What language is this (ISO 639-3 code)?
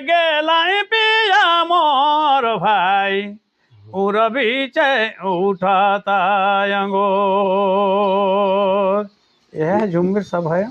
sck